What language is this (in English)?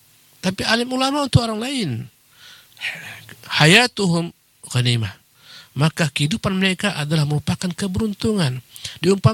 Indonesian